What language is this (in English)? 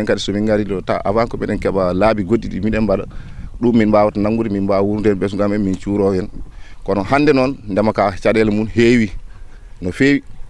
Fula